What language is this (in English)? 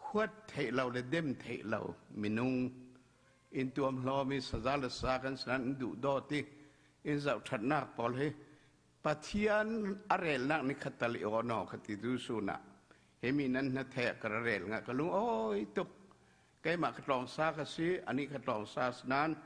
Falam Chin